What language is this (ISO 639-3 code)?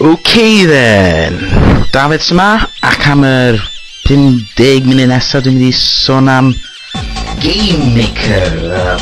cym